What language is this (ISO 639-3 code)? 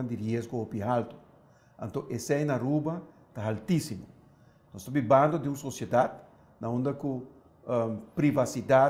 pap